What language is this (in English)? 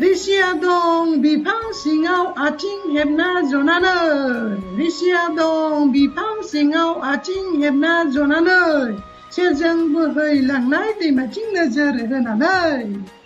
Bodo